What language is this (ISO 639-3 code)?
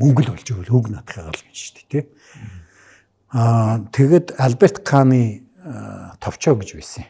mon